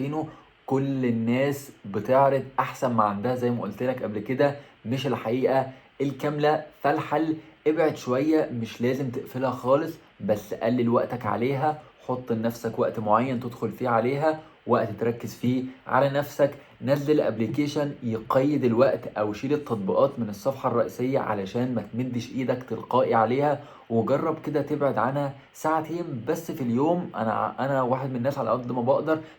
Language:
Egyptian Arabic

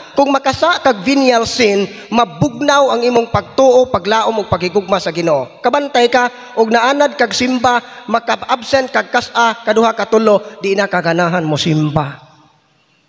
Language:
Cebuano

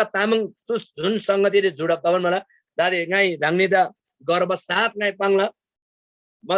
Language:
Eastern Tamang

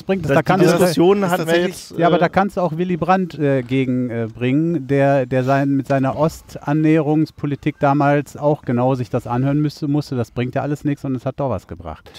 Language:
German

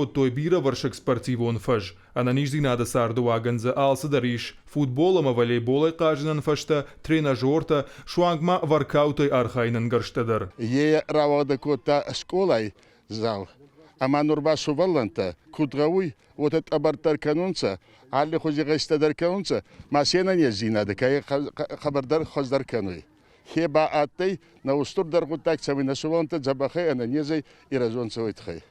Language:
Ossetic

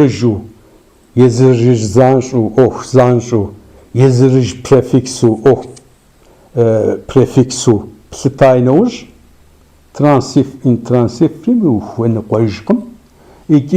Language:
Kabardian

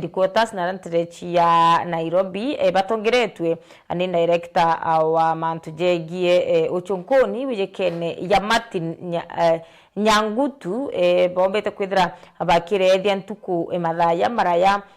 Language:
Meru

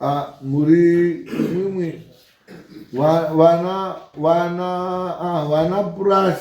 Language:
Shona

